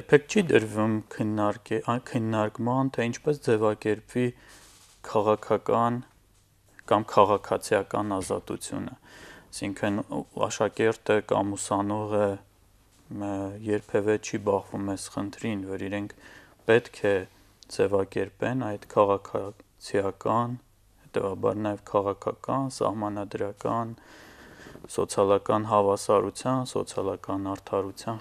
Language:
Armenian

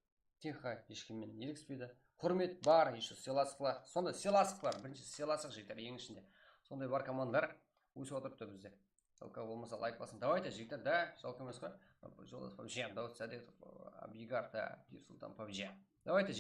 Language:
Kara-Kalpak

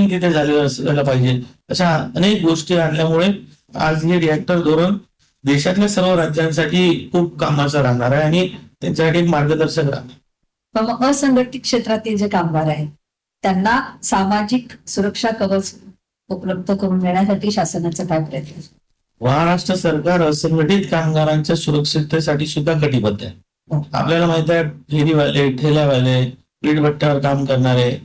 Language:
Marathi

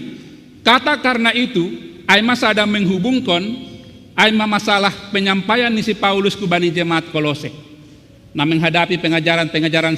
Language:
Batak Simalungun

